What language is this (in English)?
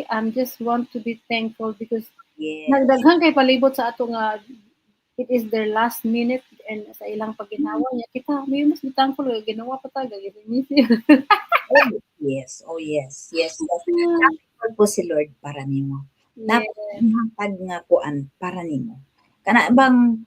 Cebuano